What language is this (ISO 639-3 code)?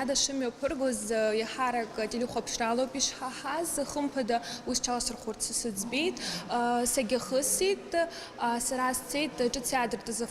abk